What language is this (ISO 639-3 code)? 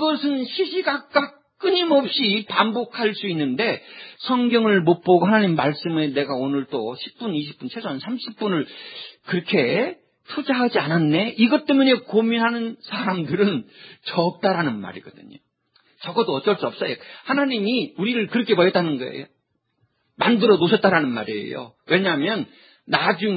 kor